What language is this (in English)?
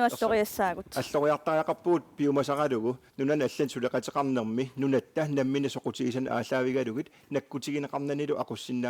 Kalaallisut